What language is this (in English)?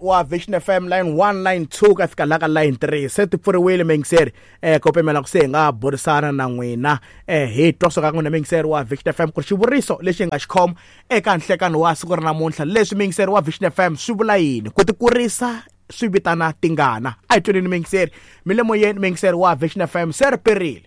Tsonga